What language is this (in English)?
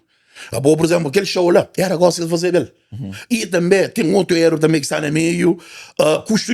Kabuverdianu